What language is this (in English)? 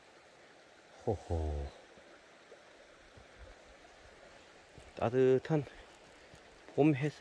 Korean